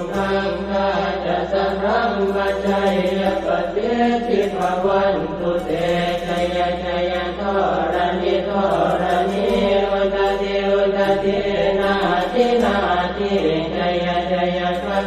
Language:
Pali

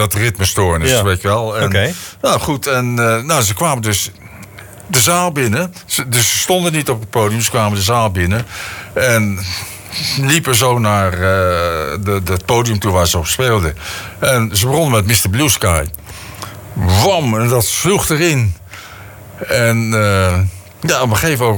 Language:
Dutch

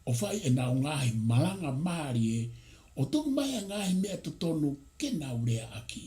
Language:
Tongan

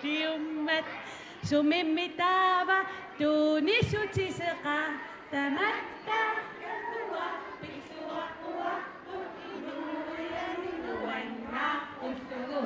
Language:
Kalaallisut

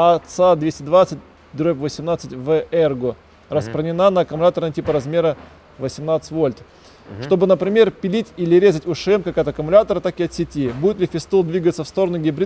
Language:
Russian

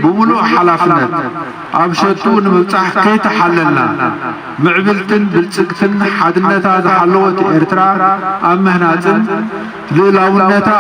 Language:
Tigrinya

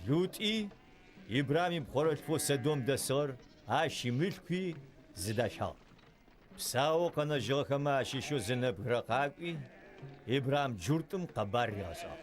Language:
Adyghe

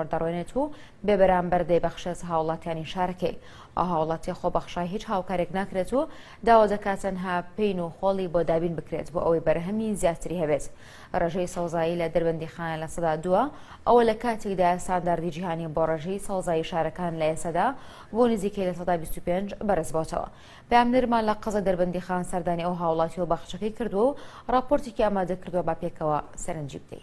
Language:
Central Kurdish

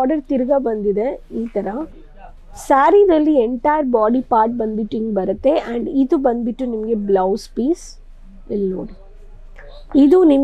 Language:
Kannada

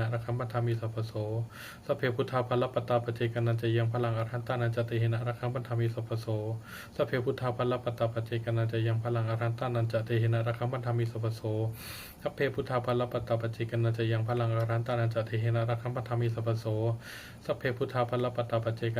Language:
Pali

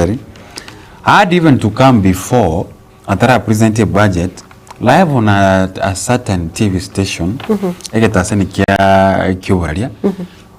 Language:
Gusii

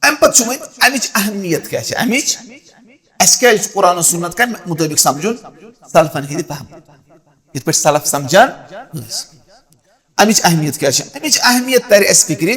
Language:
Kashmiri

